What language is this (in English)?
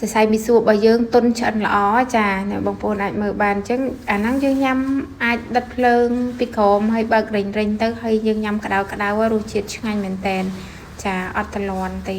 Khmer